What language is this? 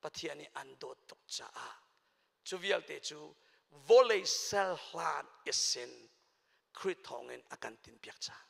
Hakha Chin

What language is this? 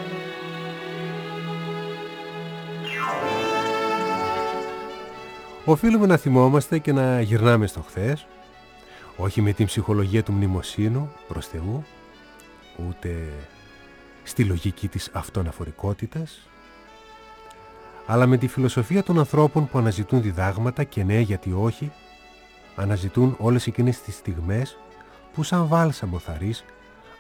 Greek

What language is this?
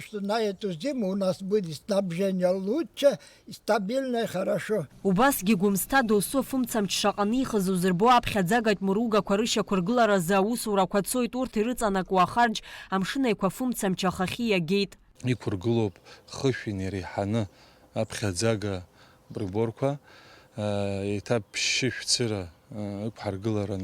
Abkhazian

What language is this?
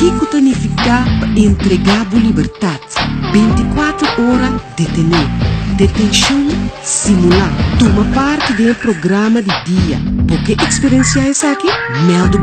Papiamento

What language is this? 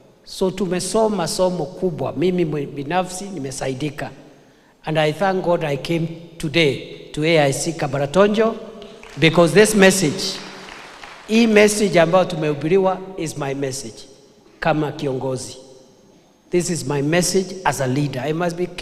Gusii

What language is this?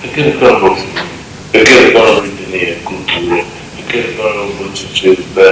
Tetum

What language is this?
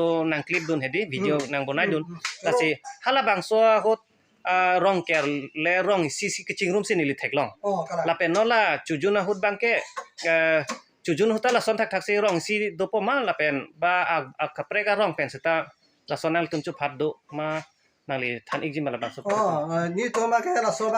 Karbi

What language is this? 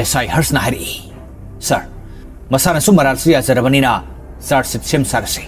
Manipuri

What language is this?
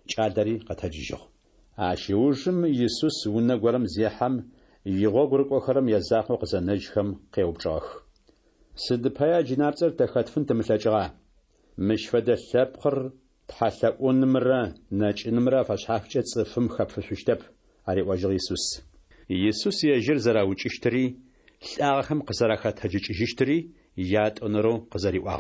Adyghe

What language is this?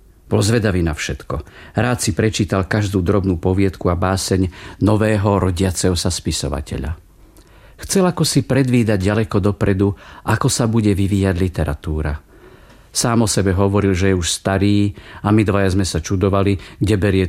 Slovak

